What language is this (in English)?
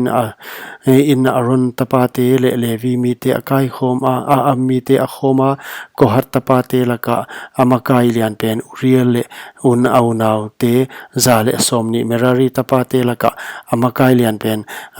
Paite Chin